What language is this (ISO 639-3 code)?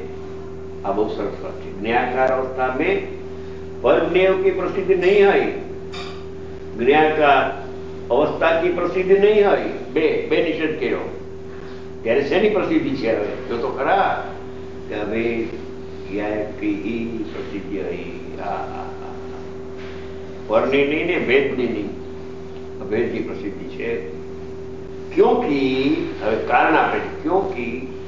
guj